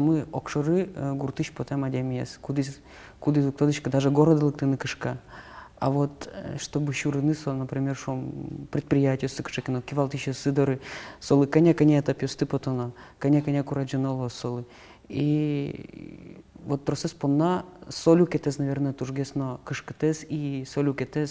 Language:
Udmurt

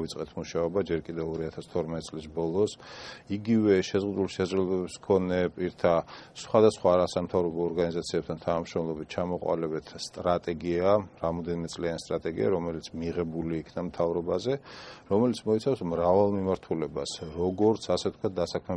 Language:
Georgian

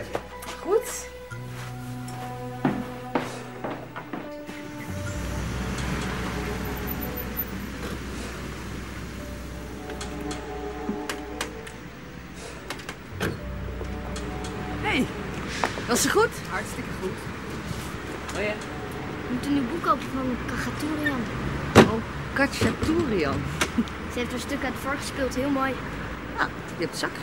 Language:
Dutch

